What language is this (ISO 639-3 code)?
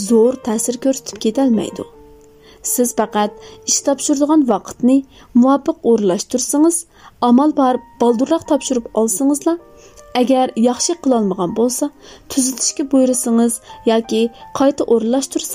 uig